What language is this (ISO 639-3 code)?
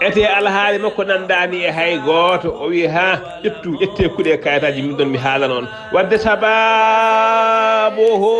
ful